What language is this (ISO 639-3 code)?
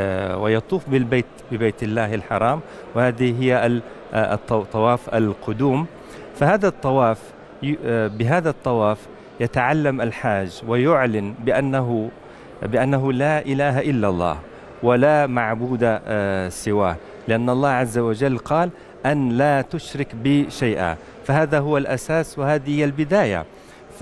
ara